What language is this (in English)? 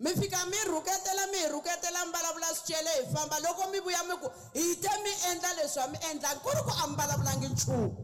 Tsonga